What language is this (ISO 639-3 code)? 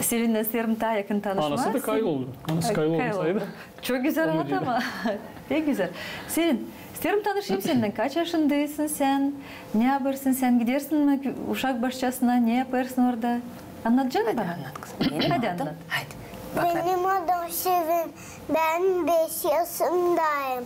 gag